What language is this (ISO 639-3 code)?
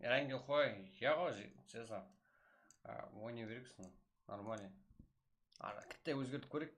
kaa